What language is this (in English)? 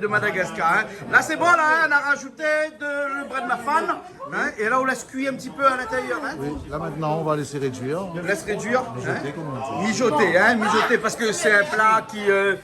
Réunion Creole French